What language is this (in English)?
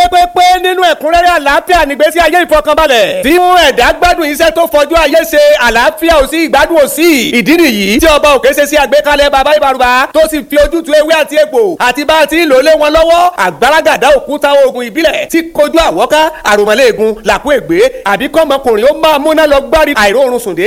Yoruba